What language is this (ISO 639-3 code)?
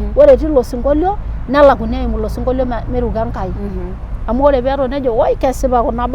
mas